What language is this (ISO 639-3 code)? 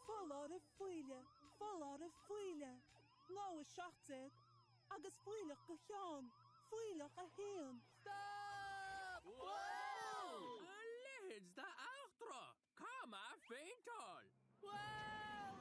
gle